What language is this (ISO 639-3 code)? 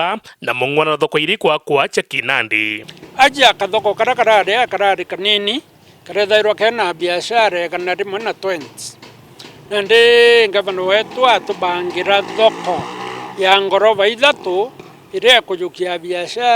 mer